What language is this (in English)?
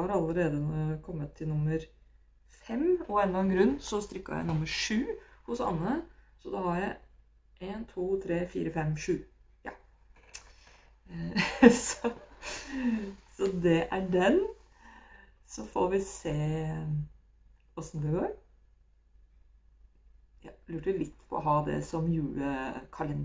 Norwegian